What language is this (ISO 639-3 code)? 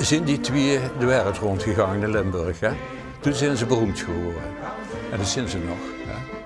lim